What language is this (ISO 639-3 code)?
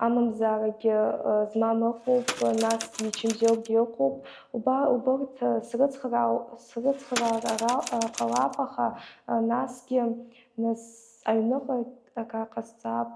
abk